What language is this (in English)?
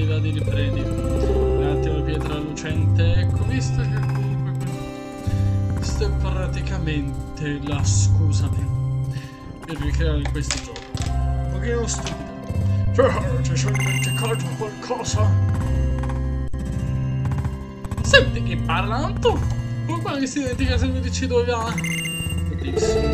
Italian